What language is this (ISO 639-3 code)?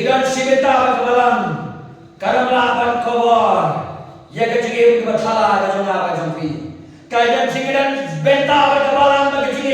kha